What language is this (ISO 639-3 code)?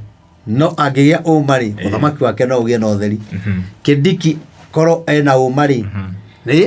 kik